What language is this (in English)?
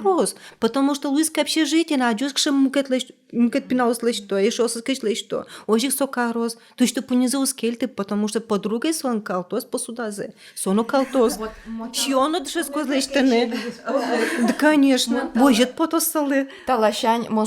Udmurt